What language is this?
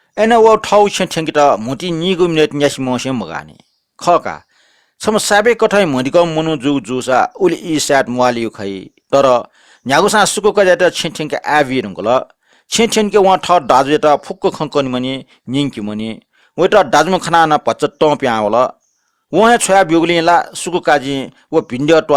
Newari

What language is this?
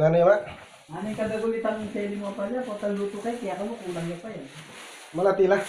Pampanga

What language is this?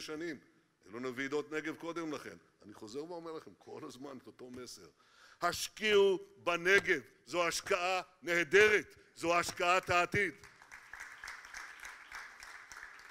Hebrew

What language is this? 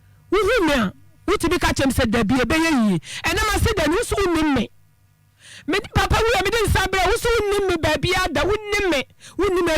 Akan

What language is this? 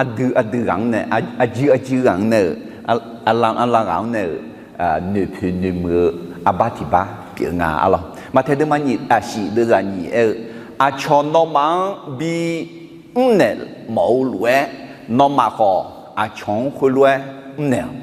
Akha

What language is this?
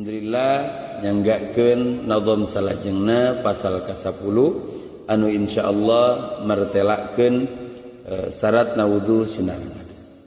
Sundanese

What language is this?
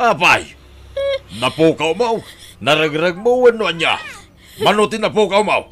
Iloko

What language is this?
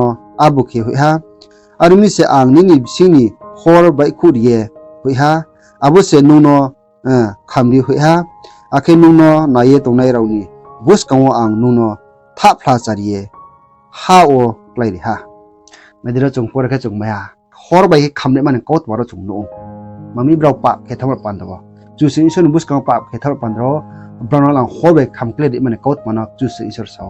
Riang (India)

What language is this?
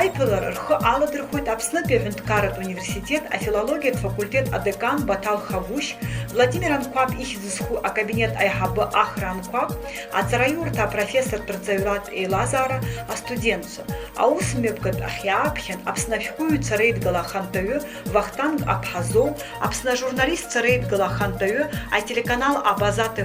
Abkhazian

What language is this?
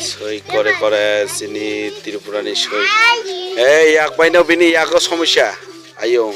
Riang (India)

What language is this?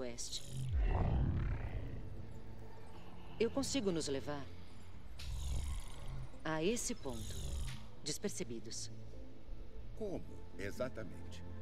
Portuguese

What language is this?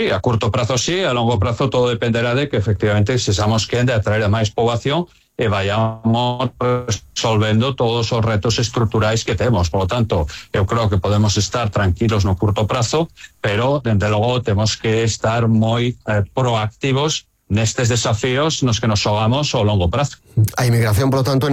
Galician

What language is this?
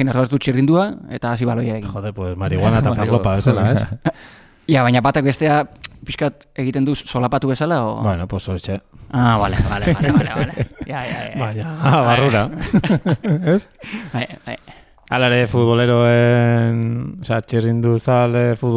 Basque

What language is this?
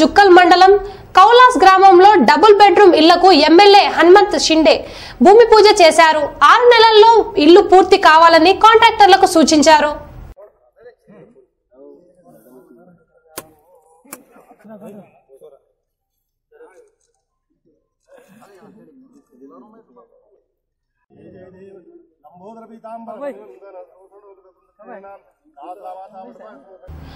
Telugu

